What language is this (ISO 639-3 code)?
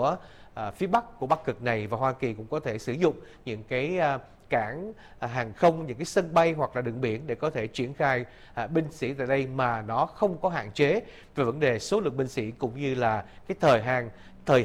vie